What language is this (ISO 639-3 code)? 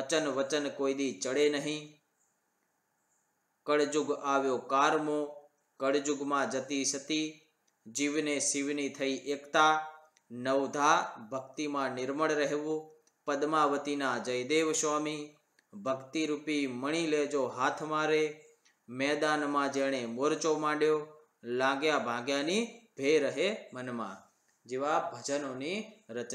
guj